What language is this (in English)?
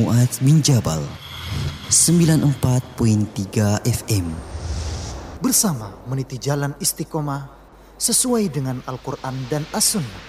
Indonesian